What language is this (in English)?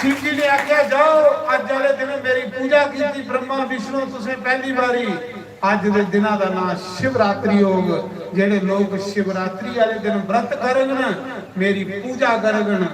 Dogri